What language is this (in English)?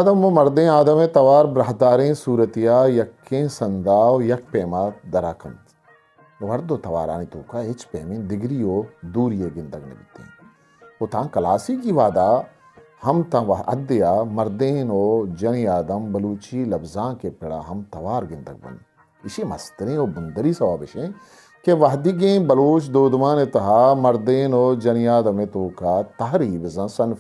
Eastern Balochi